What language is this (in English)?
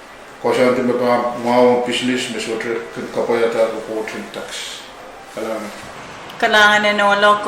Pohnpeian